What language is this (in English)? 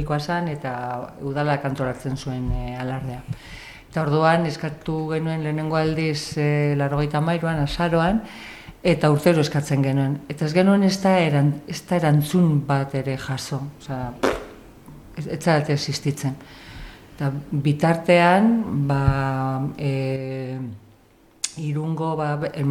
Basque